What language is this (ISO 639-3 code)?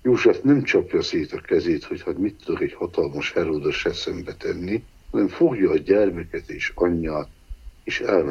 hun